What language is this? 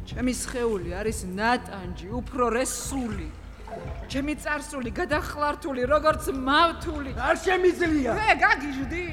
Georgian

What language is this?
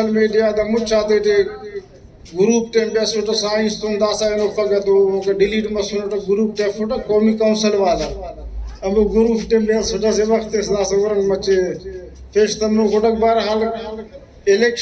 Brahui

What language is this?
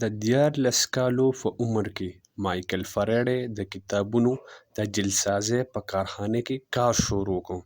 Pashto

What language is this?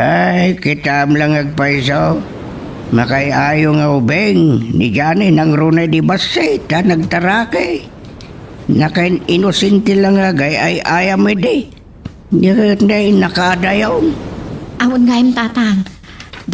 Iloko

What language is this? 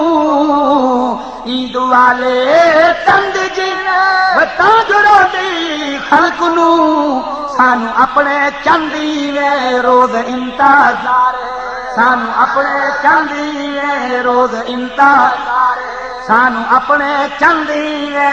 Saraiki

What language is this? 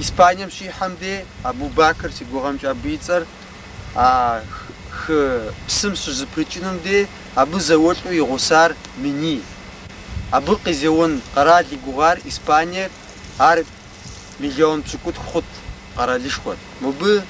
Kabardian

